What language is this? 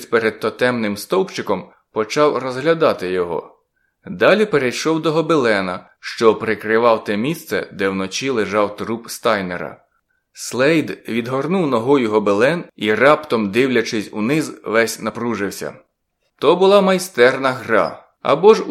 Ukrainian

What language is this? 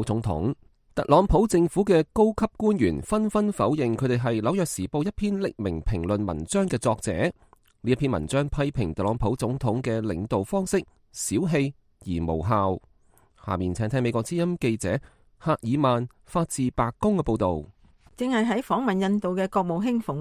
Cantonese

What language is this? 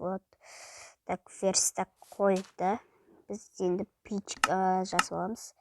Kazakh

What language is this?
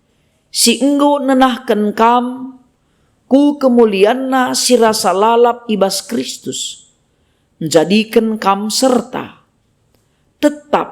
Batak Karo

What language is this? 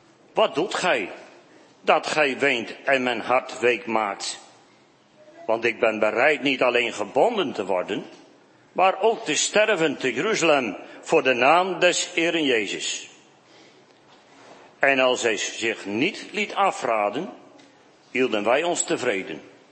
Dutch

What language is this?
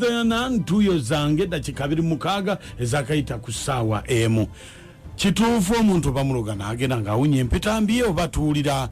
Ganda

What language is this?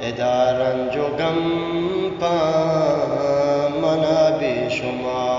Eastern Balochi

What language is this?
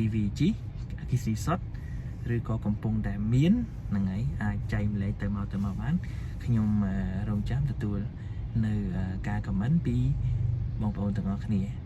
Khmer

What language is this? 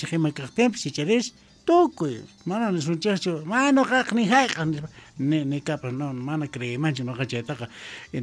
South Bolivian Quechua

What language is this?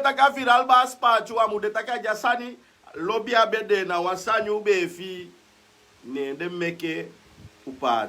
Sranan Tongo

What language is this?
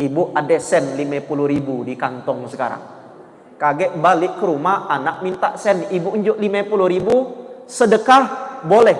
Musi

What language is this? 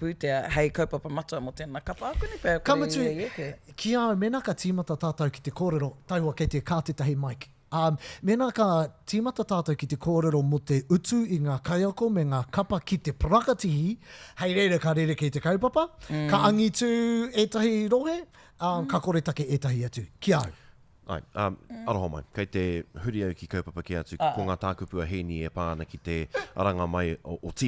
Māori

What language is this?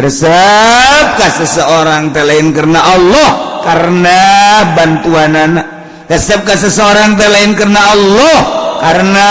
Sundanese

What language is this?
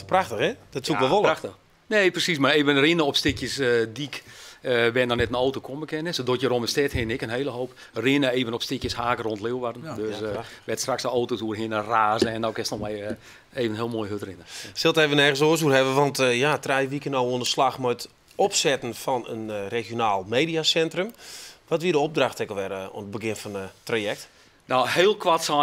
Western Frisian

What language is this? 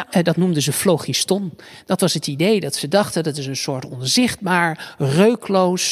Dutch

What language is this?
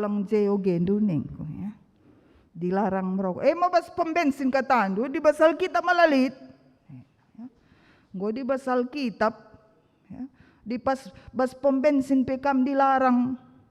Batak Karo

